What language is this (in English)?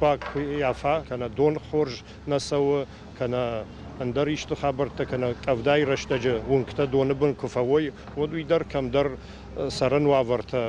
Ossetic